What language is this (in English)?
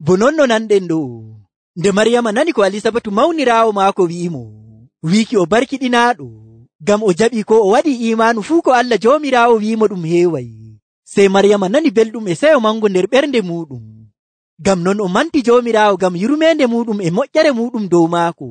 Nigerian Fulfulde